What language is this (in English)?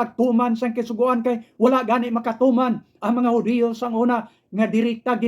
Hiligaynon